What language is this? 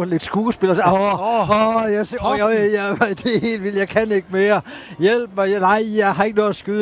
Danish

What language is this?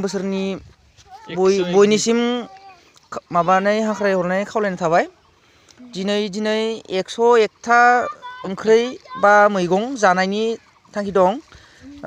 Bodo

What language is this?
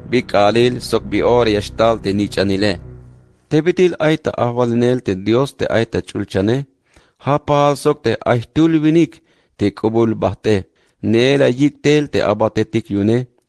Tzeltal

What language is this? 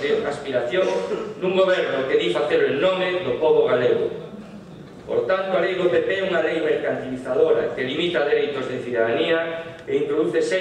Galician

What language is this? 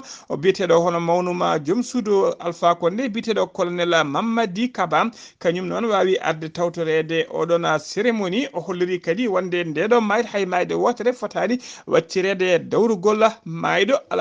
Fula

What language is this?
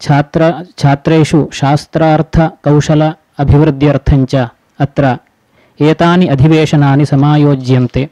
Sanskrit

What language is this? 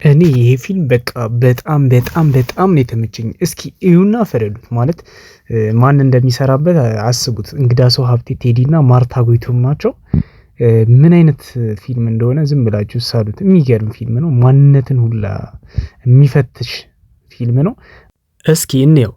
Amharic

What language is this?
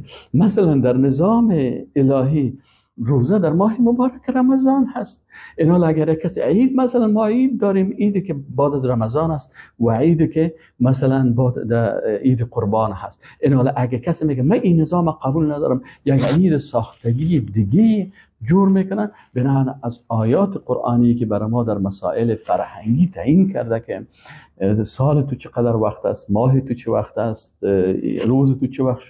Persian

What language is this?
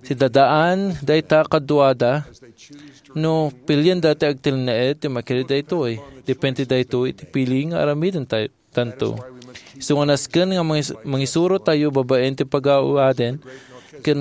Iloko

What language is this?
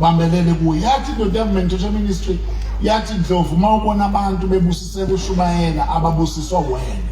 Zulu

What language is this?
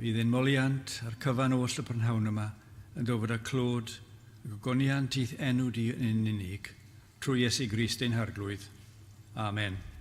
Welsh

